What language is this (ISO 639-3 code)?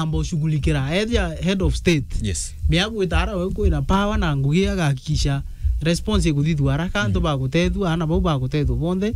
mer